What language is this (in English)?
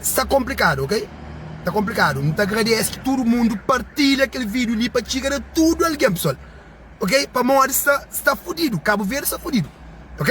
Kabuverdianu